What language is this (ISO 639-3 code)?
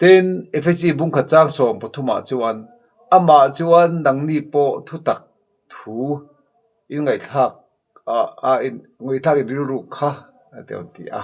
lus